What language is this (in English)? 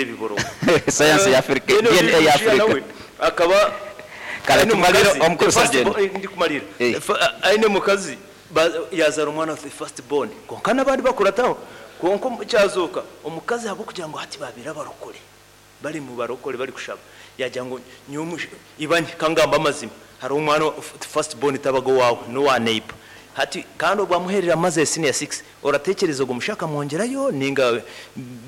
Nyoro